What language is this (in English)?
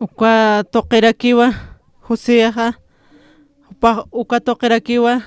Aymara